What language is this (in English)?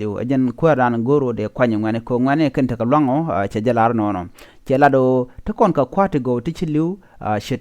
Nuer